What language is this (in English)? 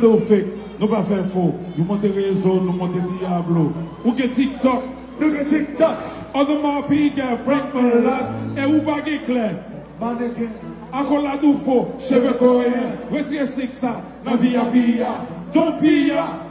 Haitian Creole